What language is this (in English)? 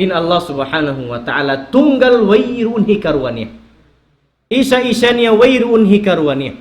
Tausug